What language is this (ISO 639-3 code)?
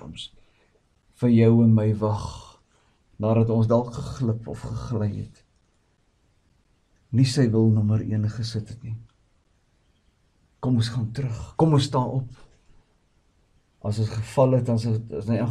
afr